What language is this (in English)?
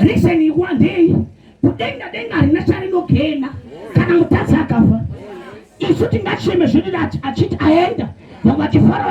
Shona